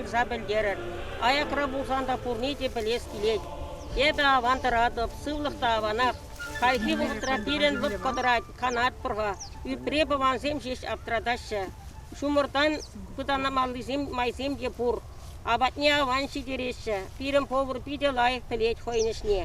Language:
Chuvash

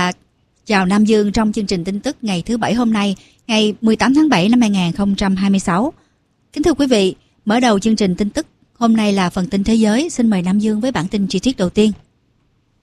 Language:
Vietnamese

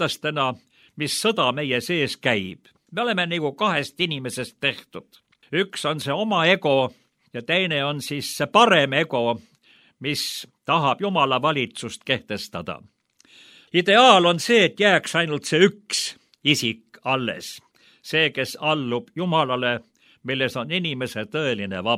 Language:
Estonian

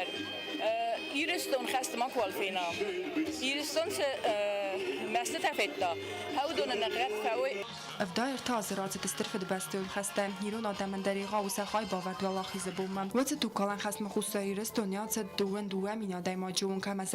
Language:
Ossetic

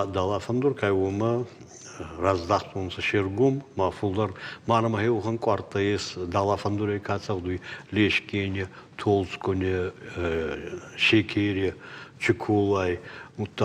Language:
Ossetic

